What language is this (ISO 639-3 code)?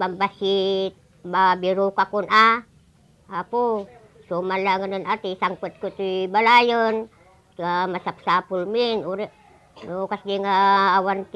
ilo